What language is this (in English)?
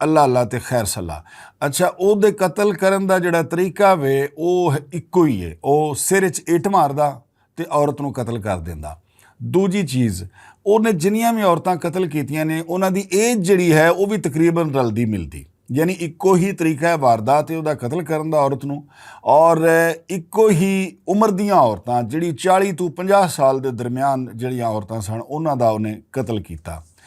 Western Panjabi